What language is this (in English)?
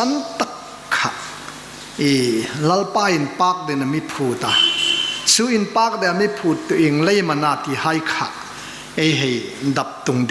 Hmar